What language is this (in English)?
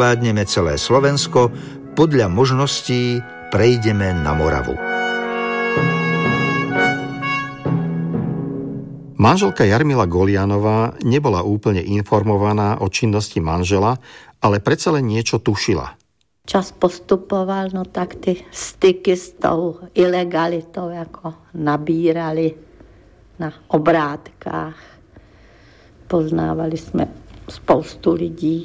Slovak